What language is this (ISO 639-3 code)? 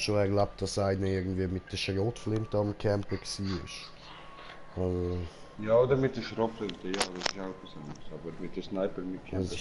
gsw